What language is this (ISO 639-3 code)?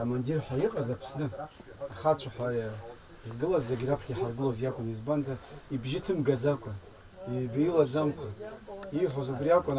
abk